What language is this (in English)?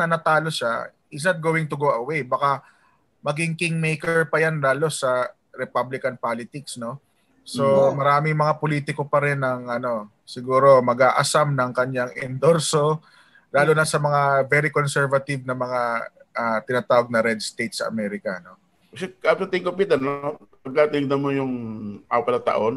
Filipino